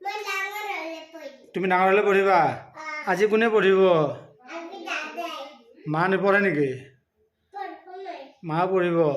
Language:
Assamese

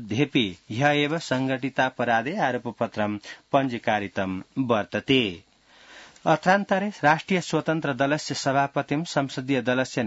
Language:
Sanskrit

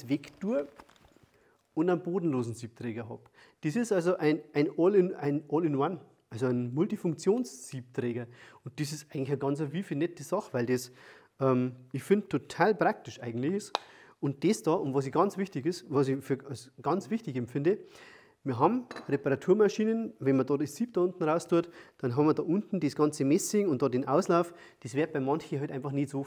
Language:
German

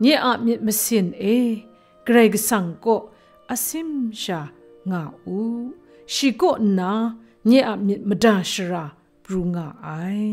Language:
Kachin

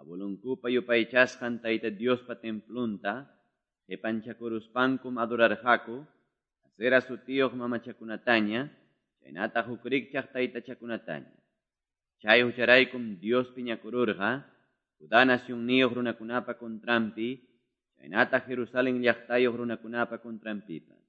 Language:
Quechua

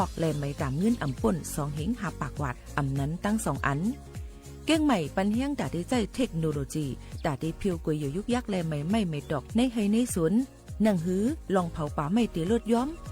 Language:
Shan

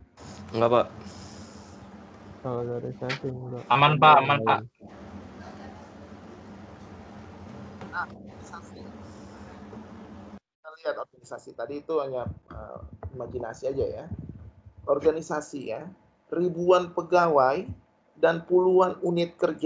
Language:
Indonesian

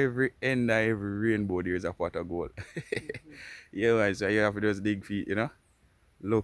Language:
Jamaican Creole English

